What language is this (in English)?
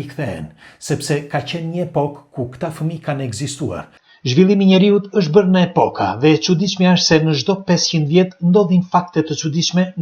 Albanian